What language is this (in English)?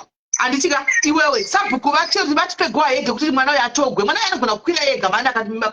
Shona